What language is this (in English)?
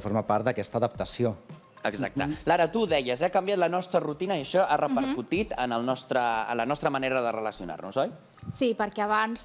Catalan